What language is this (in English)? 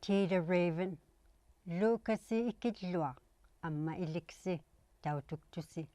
Inuktitut